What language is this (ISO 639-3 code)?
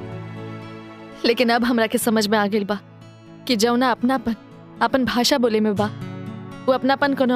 bho